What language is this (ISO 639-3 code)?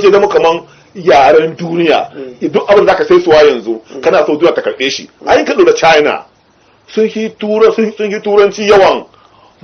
hau